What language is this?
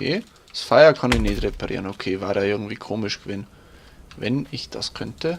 Bavarian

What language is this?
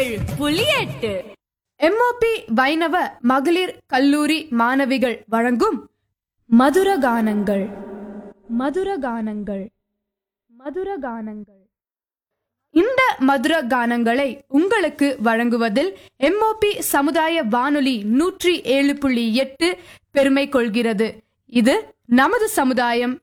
Tamil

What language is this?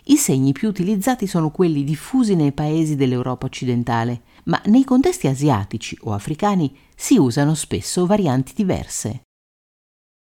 Italian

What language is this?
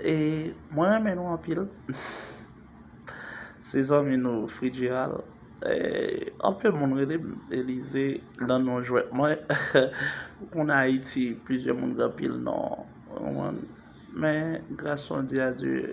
Haitian Creole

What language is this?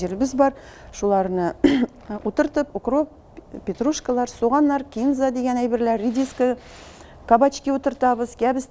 Tatar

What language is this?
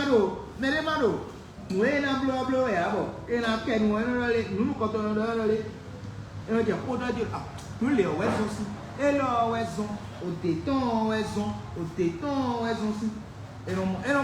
Fon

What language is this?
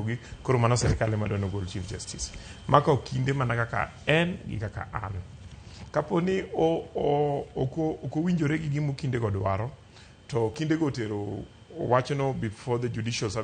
Luo (Kenya and Tanzania)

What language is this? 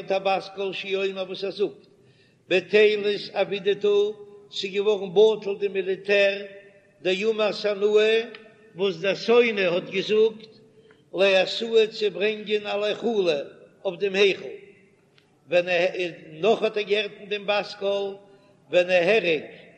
Yiddish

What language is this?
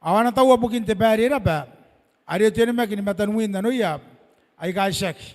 Gilbertese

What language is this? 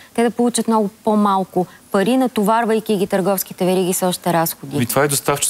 Bulgarian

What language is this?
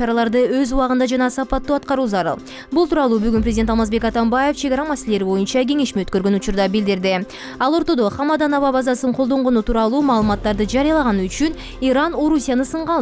Kyrgyz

